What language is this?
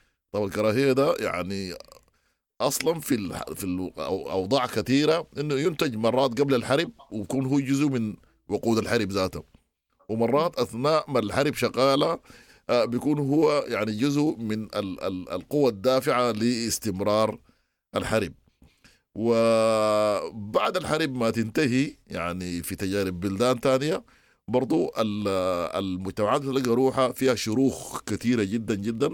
Sudanese Arabic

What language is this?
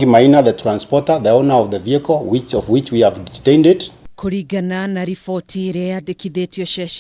Kikuyu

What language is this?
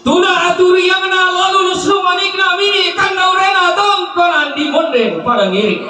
Toraja-Sa'dan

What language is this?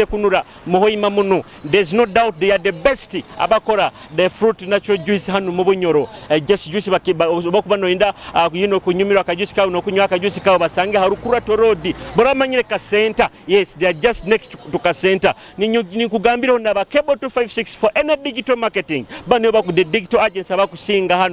Nyoro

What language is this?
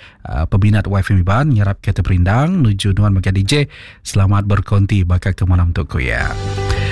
Iban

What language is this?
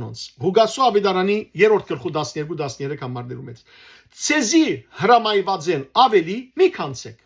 Western Armenian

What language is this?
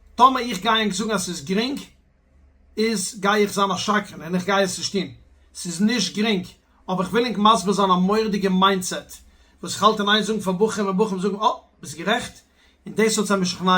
Yiddish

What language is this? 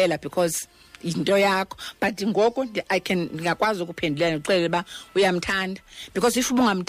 Xhosa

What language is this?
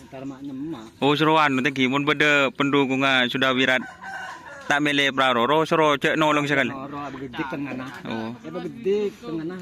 Madurese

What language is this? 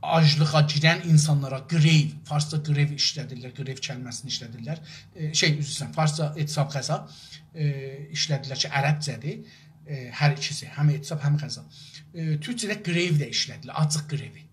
South Azerbaijani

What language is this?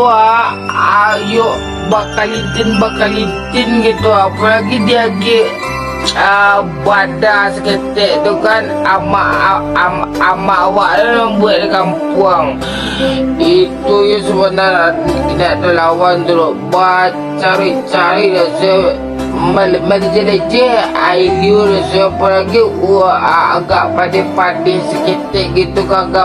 Minangkabau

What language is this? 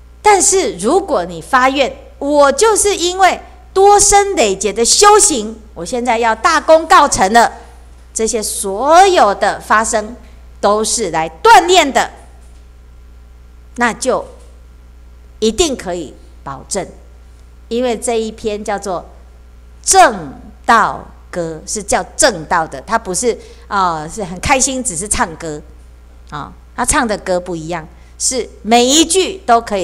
Chinese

